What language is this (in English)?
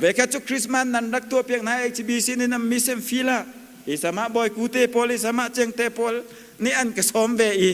Hakha Chin